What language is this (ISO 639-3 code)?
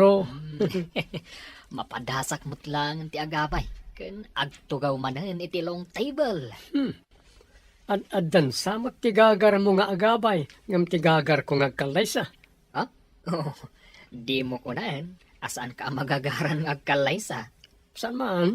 ilo